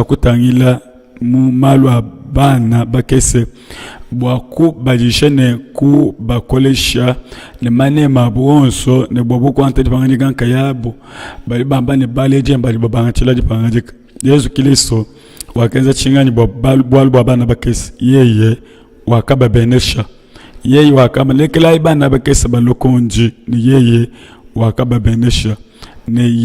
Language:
Luba-Lulua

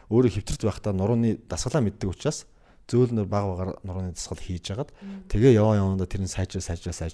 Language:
Mongolian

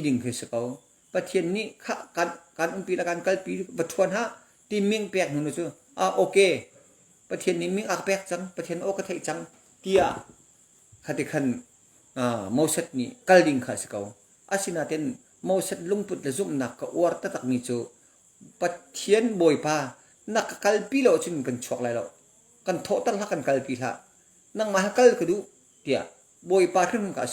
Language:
Hakha Chin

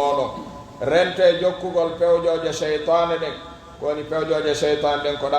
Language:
Pular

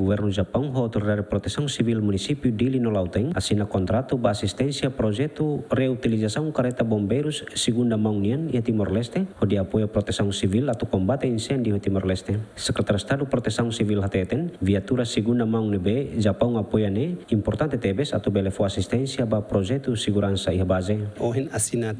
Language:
Tetum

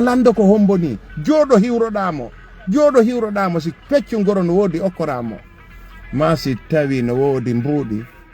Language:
Fula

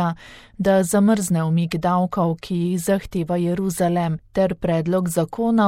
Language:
Slovenian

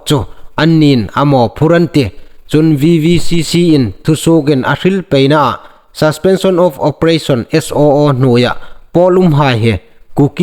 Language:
Hmar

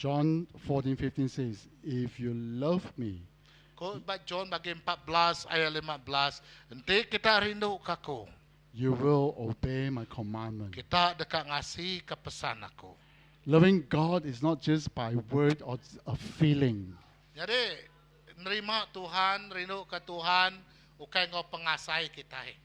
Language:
Iban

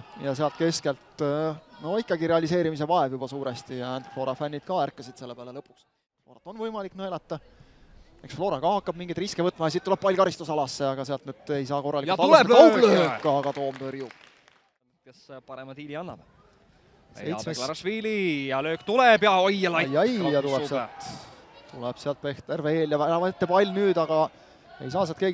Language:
Estonian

